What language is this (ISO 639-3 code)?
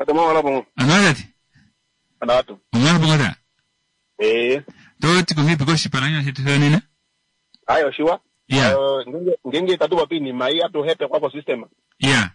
kua